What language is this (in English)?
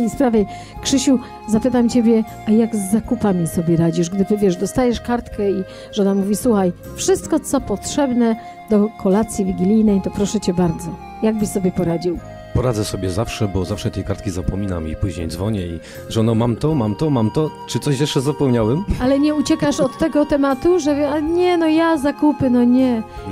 Polish